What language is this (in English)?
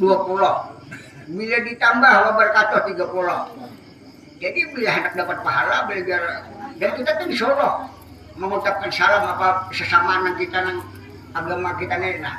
Banjar